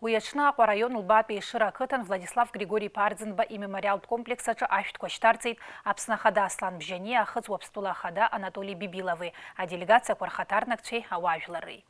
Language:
Abkhazian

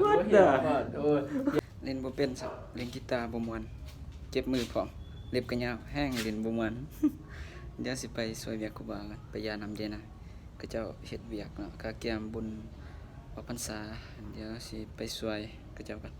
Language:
Lao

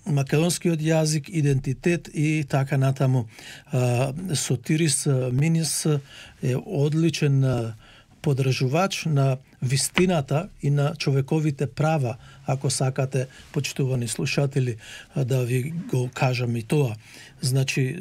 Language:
Macedonian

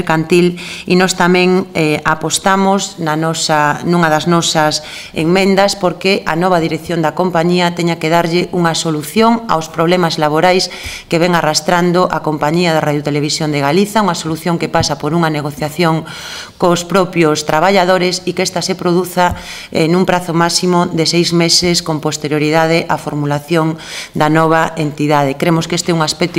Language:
Galician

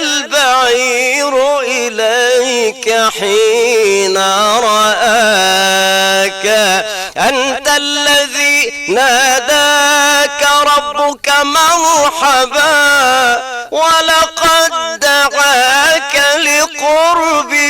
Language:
Egyptian Arabic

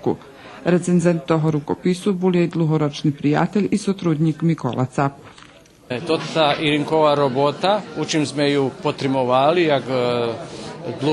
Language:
Rusyn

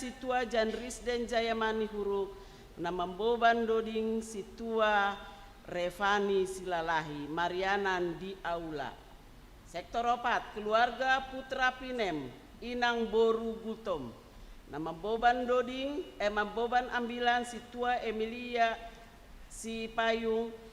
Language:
Batak Simalungun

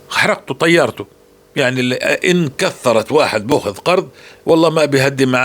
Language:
North Levantine Arabic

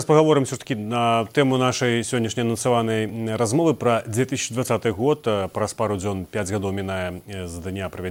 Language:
Belarusian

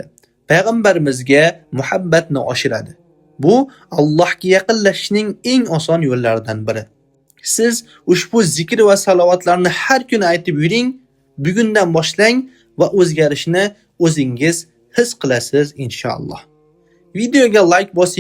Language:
Uzbek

